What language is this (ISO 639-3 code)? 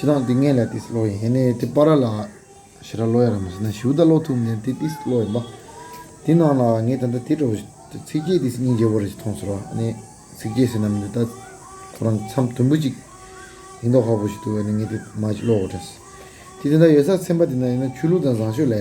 bod